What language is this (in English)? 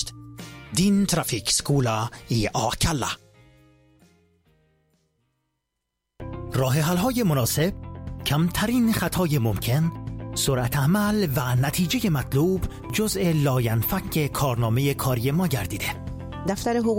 Persian